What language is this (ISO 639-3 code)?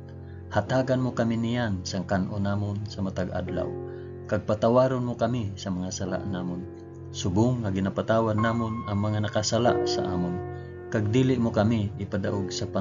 hil